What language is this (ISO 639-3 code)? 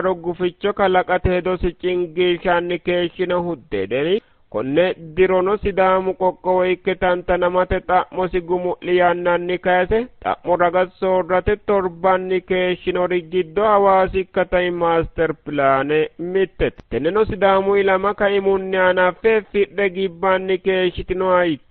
sid